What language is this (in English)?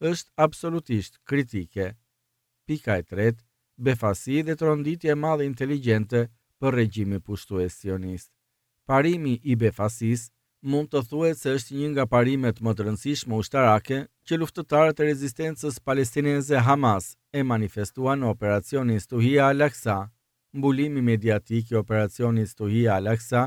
Albanian